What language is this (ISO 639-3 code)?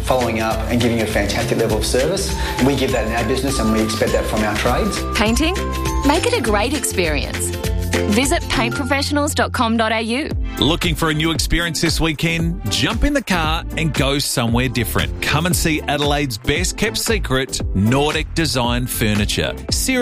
eng